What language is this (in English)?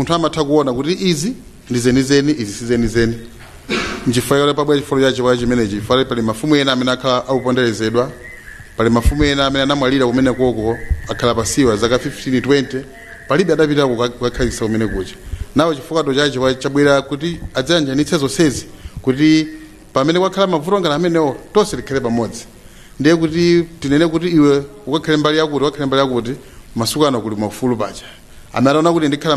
Nyanja